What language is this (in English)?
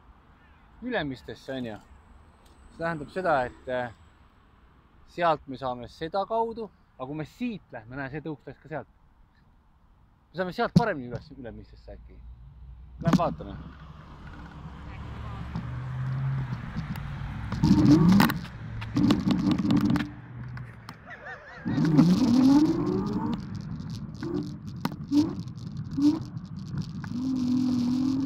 Estonian